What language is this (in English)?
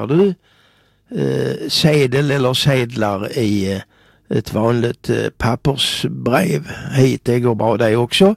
Swedish